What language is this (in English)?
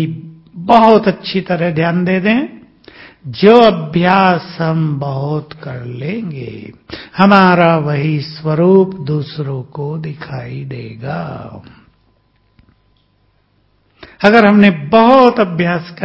Hindi